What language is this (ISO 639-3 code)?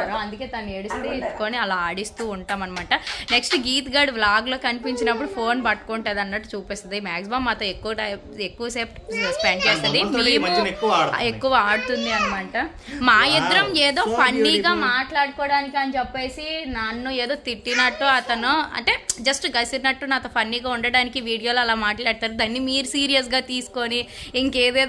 tel